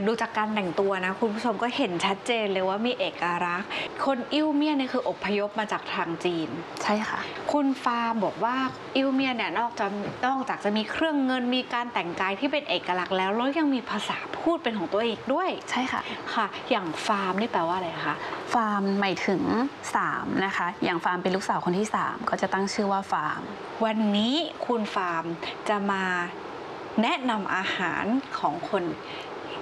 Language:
Thai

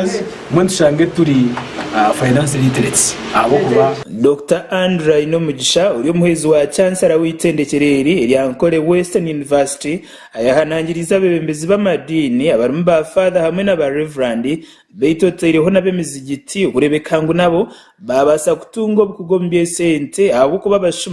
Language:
Nyankole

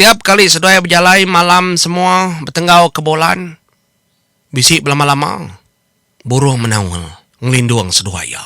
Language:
Iban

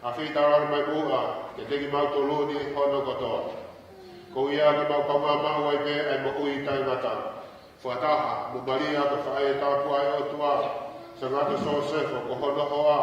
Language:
Tongan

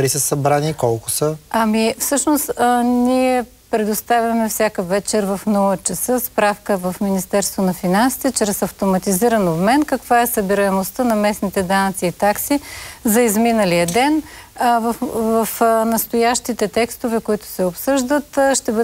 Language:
Bulgarian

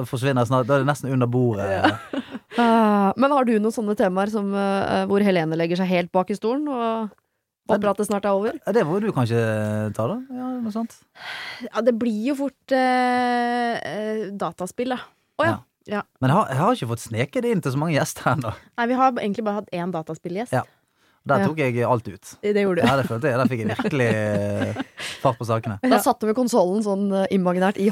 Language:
Norwegian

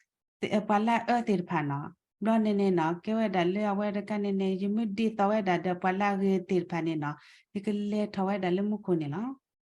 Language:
S'gaw Karen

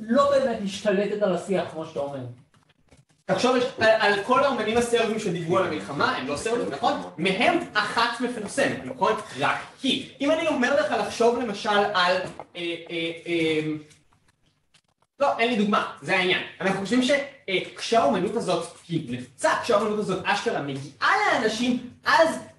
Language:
Hebrew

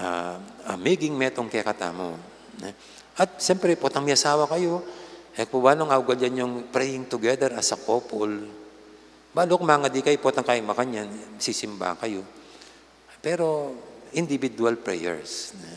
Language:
Pampanga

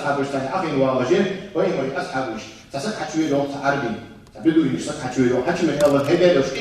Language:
Ingush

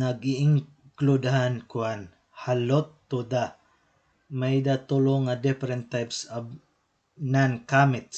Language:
Waray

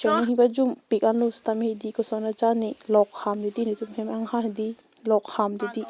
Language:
Karbi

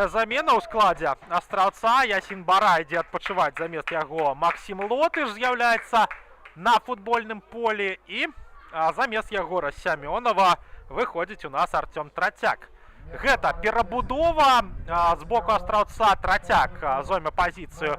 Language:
Belarusian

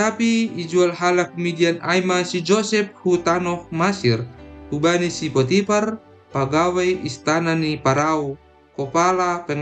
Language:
Batak Simalungun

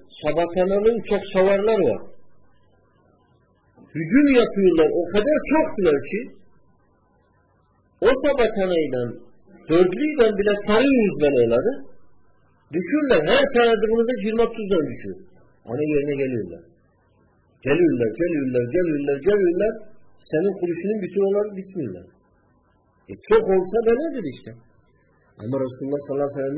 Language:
Turkish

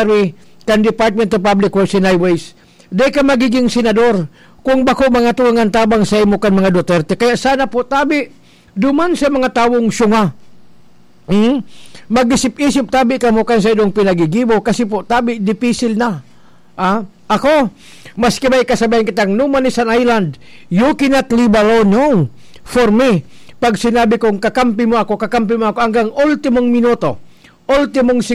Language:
Bikol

